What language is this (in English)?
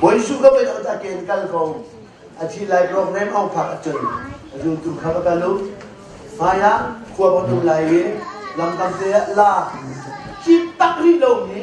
Hakha Chin